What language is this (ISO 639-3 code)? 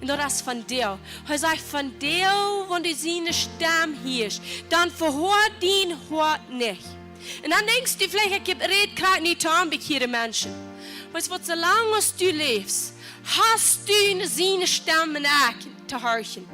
pdt